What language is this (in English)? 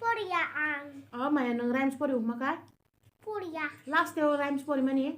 Kok Borok